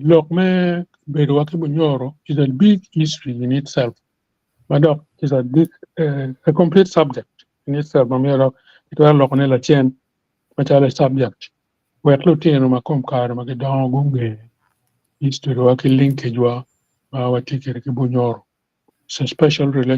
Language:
Acoli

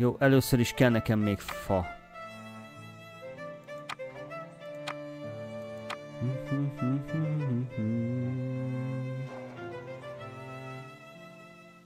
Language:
Hungarian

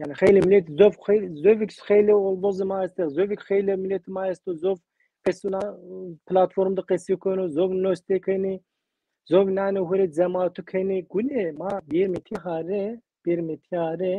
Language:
Zaza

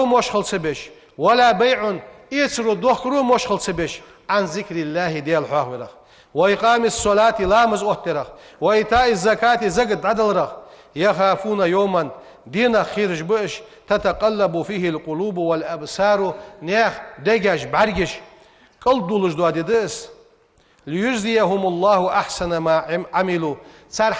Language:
Ingush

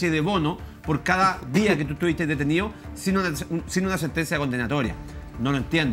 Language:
Spanish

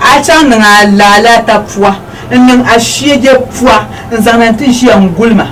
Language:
Dagbani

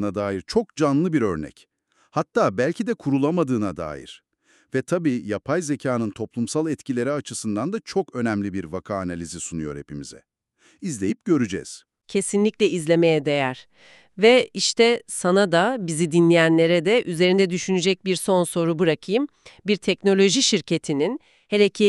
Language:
Turkish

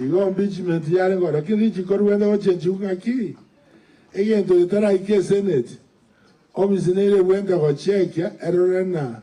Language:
Gusii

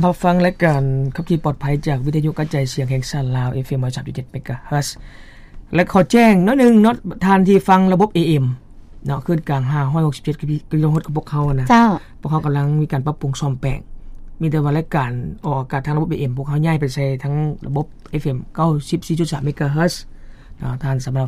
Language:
Lao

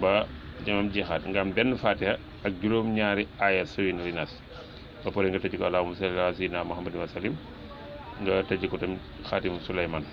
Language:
Wolof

